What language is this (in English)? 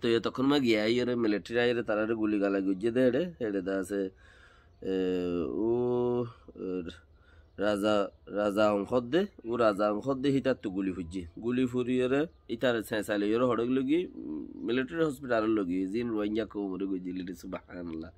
Rohingya